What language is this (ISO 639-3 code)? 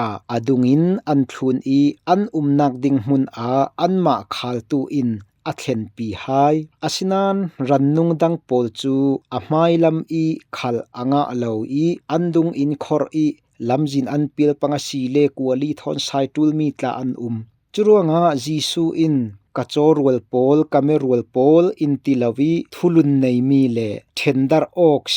cfm